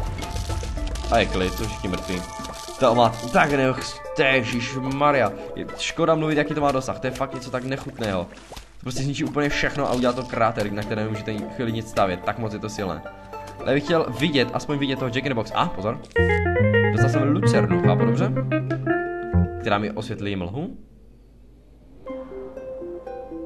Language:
Czech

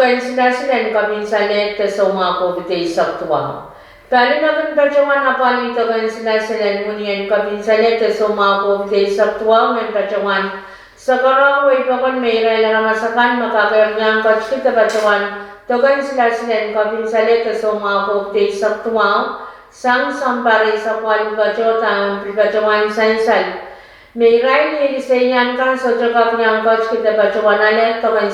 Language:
Pohnpeian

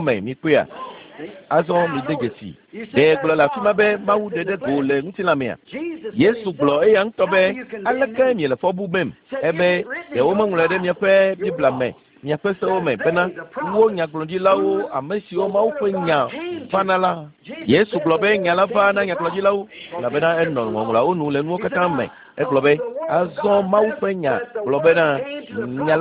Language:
Ewe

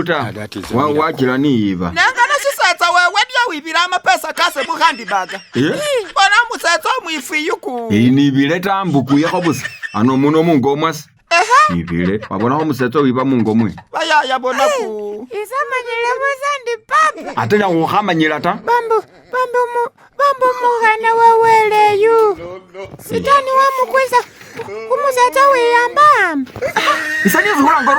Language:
Masaaba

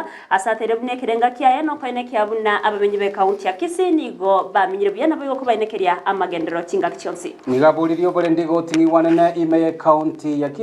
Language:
Gusii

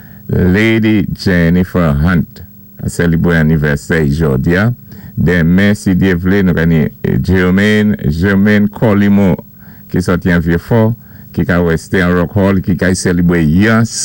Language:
Saint Lucian Creole French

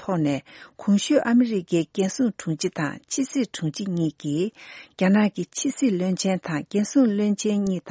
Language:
Tibetan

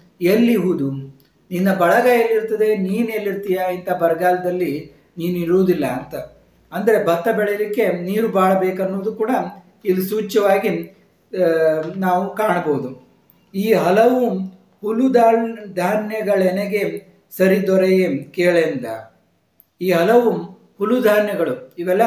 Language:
Kannada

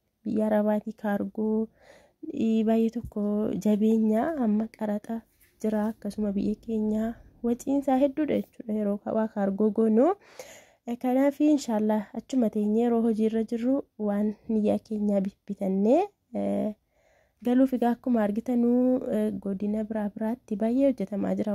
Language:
Oromo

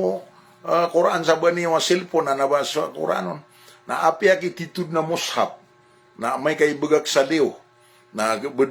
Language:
Maranao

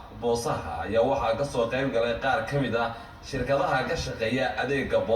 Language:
Somali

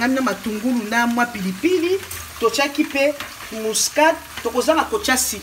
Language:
Lingala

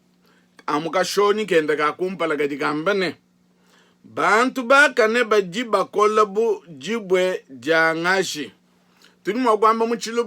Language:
Luba-Lulua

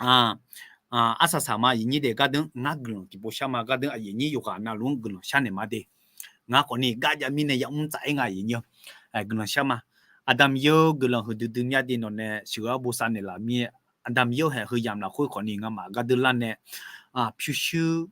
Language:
Akha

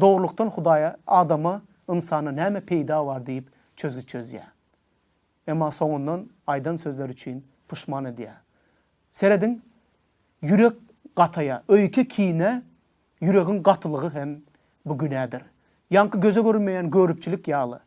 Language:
Turkmen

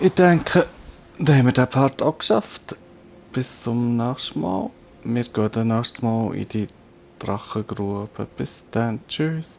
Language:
Swiss German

